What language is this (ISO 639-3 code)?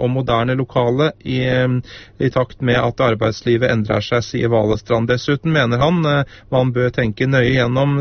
nor